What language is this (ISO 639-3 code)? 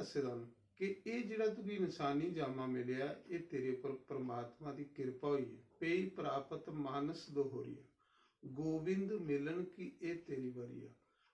doi